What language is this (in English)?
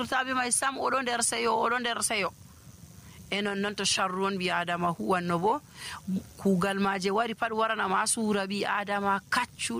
Nigerian Fulfulde